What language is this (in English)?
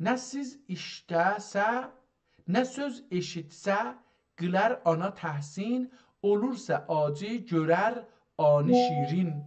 South Azerbaijani